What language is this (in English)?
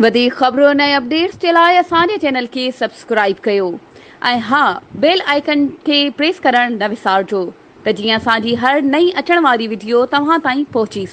Sindhi